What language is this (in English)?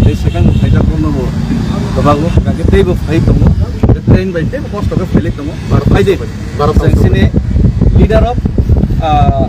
Kok Borok